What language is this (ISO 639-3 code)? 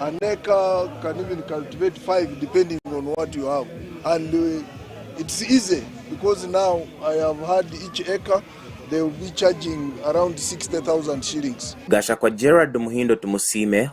nyn